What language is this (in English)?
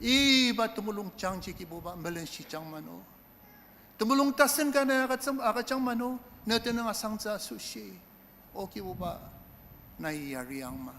Ao Naga